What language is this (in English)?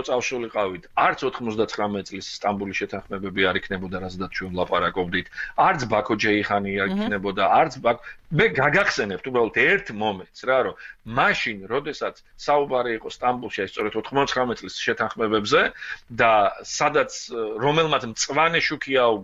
Georgian